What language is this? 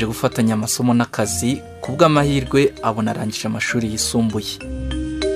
Kinyarwanda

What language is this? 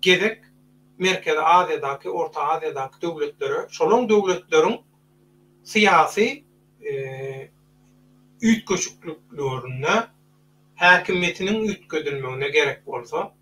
Turkmen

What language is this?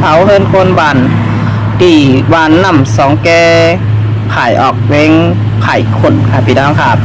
Shan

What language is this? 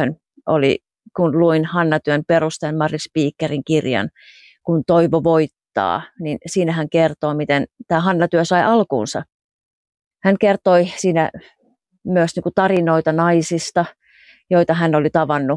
Finnish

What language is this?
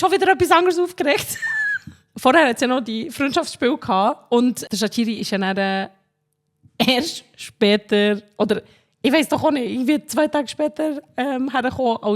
Swiss German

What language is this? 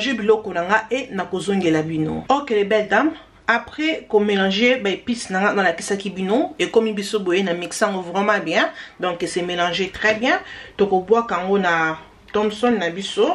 Lingala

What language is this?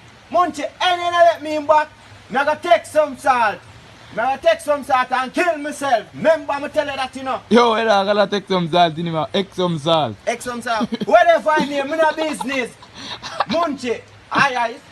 Jamaican Creole English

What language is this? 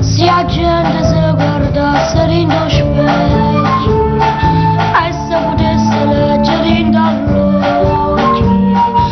Neapolitan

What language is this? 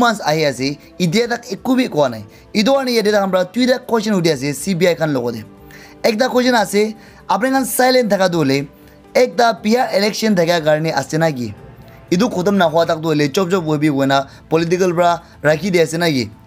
Naga Pidgin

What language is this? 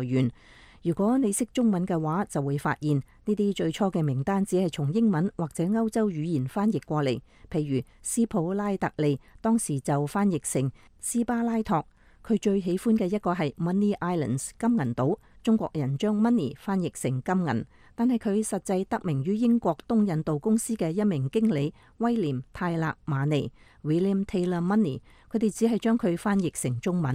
Cantonese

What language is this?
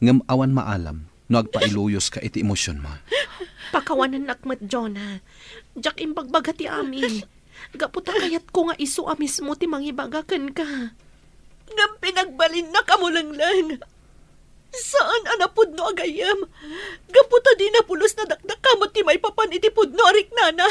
Iloko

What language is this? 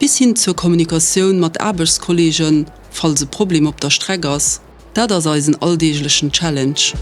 Luxembourgish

